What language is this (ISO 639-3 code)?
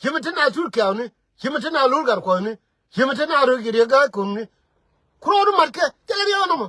nus